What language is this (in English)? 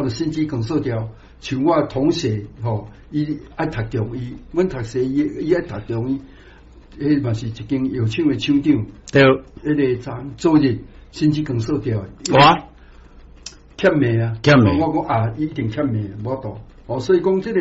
Min Nan Chinese